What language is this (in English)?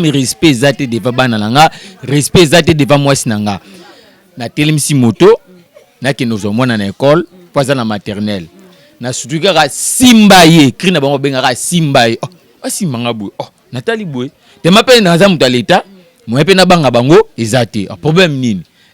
Lingala